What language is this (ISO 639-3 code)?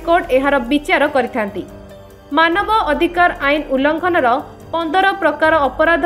ori